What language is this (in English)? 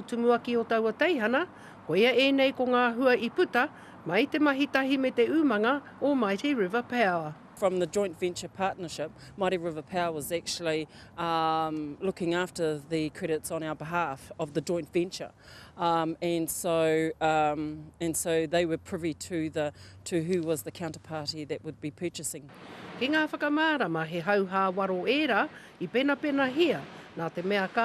Māori